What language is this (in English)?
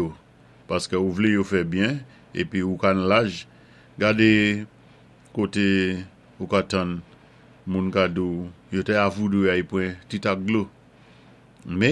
Saint Lucian Creole French